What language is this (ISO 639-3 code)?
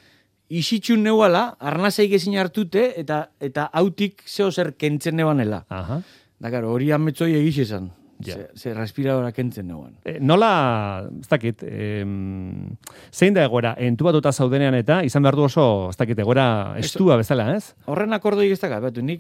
eus